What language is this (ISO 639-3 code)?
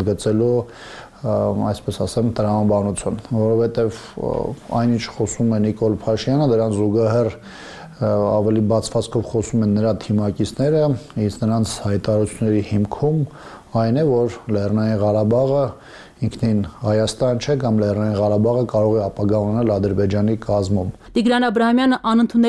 hye